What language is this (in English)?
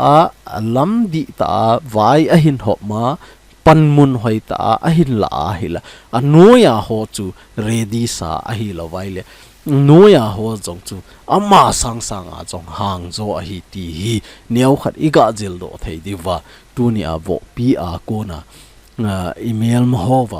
Thado Chin